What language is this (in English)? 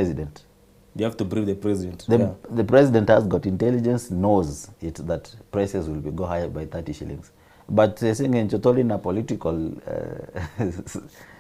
Gusii